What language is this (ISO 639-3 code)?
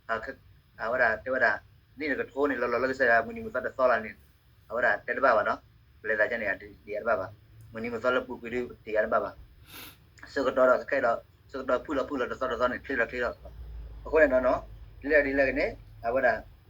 ksw